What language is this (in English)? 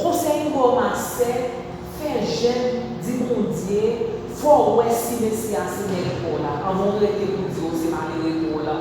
Haitian Creole